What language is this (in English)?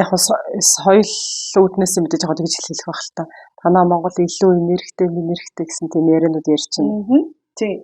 Mongolian